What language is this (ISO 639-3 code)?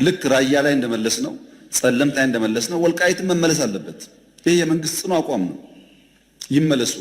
amh